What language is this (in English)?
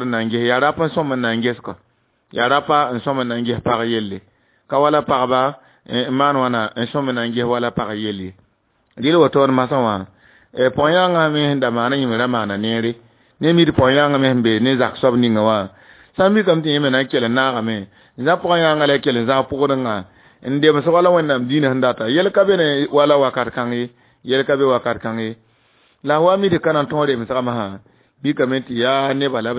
Mossi